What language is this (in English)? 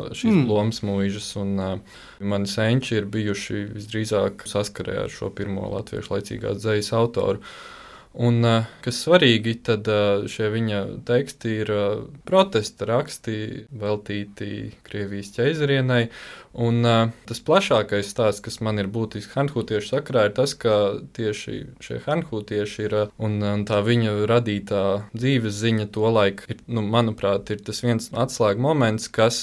Latvian